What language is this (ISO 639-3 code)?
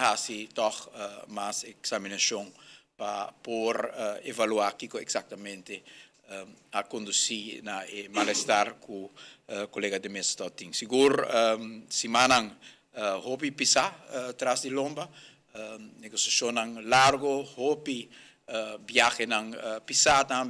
pap